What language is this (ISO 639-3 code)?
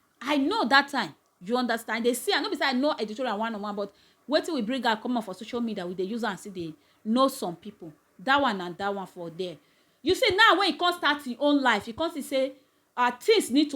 pcm